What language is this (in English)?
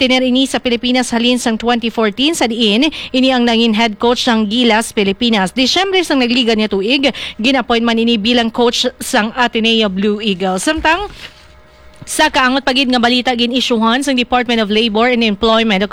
Hiligaynon